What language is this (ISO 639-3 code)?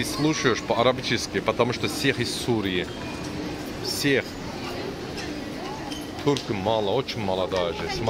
rus